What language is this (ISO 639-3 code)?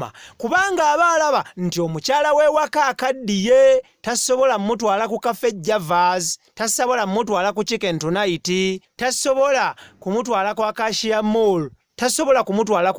lug